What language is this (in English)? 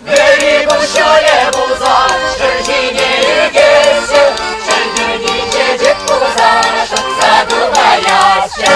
Chuvash